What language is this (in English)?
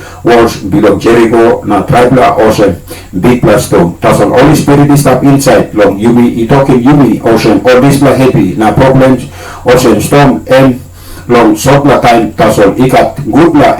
Tok Pisin